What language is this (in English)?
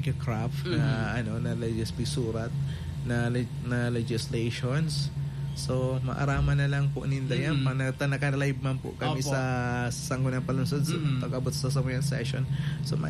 Bikol